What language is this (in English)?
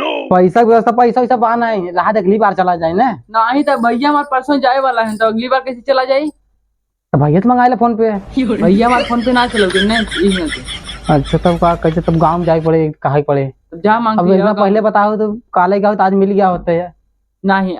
Awadhi